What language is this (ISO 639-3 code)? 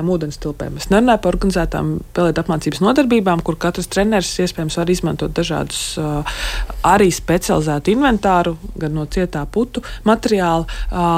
lav